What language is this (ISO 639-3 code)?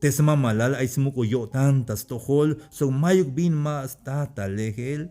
tzh